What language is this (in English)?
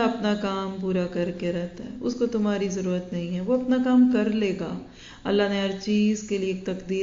Urdu